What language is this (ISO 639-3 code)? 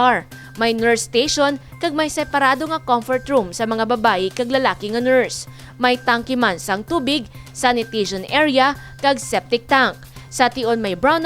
hil